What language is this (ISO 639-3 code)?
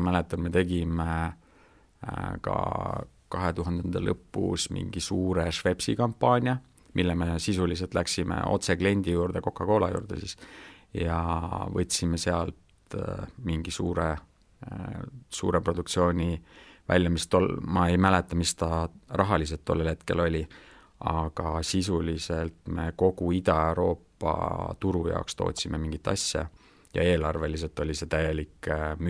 est